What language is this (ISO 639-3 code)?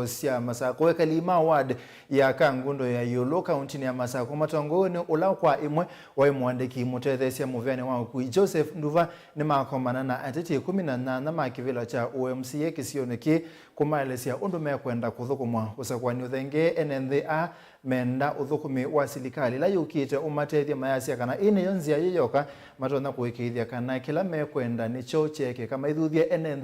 kam